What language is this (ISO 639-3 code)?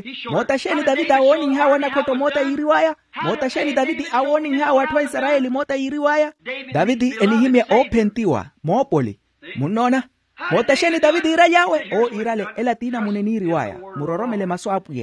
vmw